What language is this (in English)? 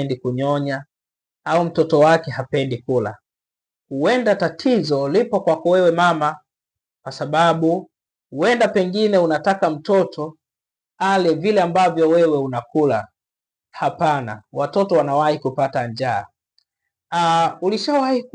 Swahili